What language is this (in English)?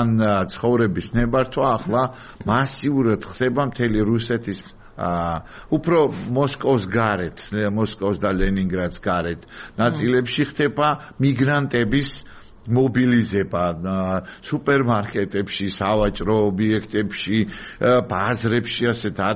Georgian